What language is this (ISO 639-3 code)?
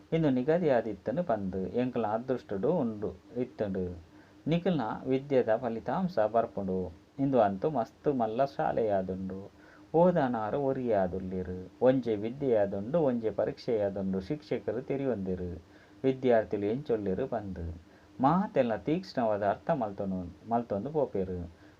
tcy